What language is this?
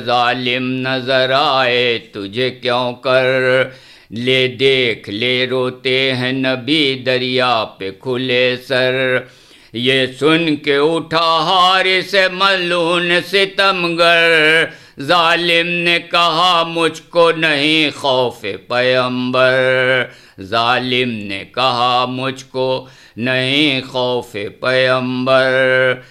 Urdu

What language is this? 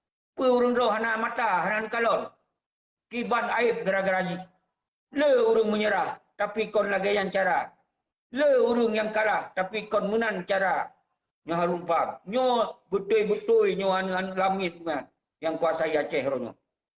Achinese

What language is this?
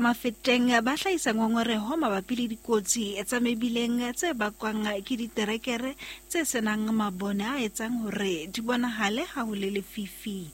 Southern Sotho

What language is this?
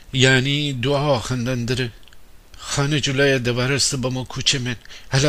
Gilaki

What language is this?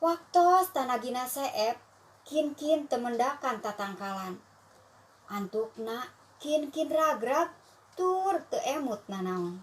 Sundanese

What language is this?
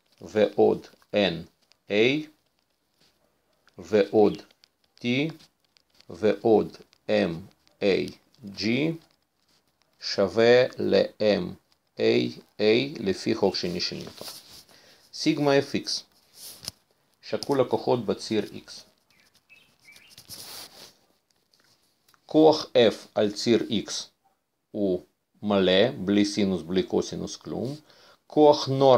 Hebrew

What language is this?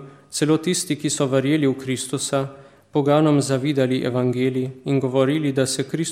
Slovenian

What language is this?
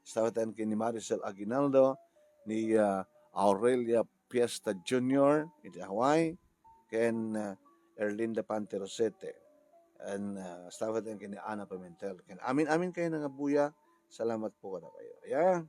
Iloko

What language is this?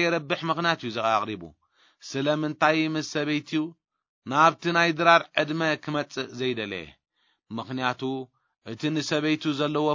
Tigrinya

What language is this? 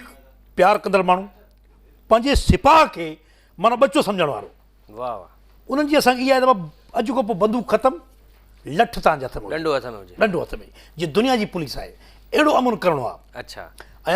Sindhi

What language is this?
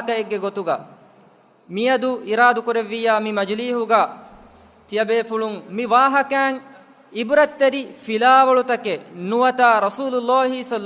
Divehi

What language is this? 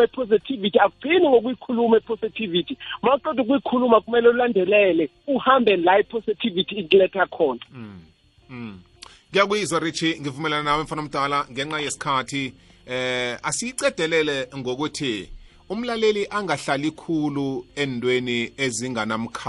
South Ndebele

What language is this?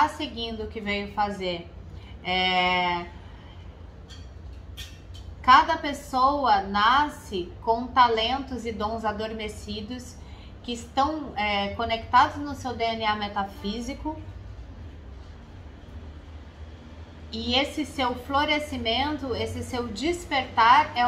Portuguese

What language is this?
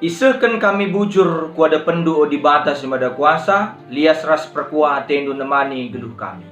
Batak Karo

